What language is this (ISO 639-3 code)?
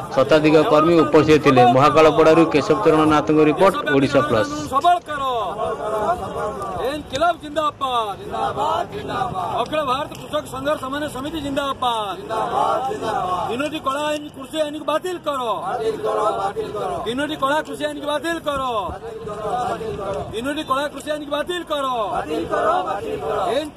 ori